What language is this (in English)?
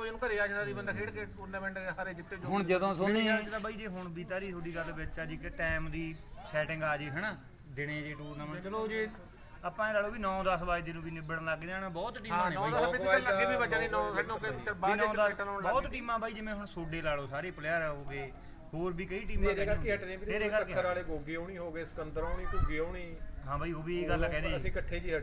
Punjabi